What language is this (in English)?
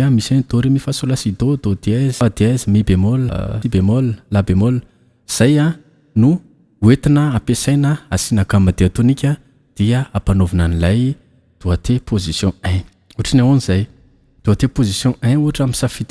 Malagasy